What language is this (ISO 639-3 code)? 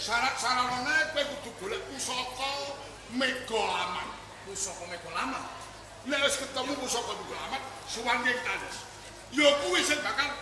jav